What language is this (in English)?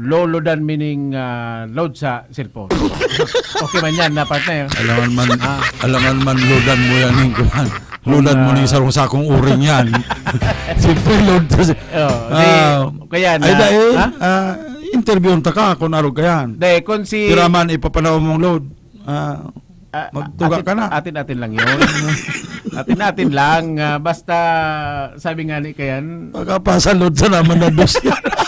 Bikol